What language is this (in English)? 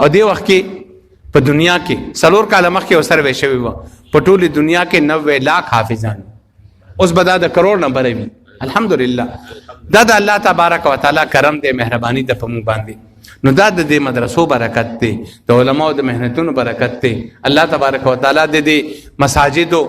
Pashto